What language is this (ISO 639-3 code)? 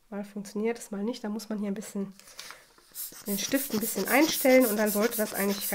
deu